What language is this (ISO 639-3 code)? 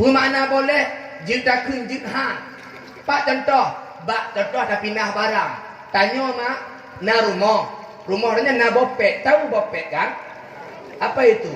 ace